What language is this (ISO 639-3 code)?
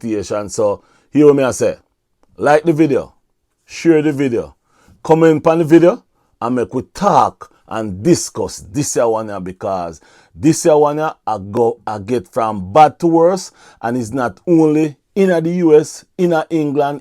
jam